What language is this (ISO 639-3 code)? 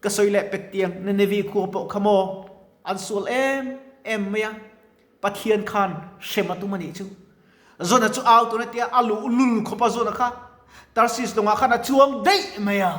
lus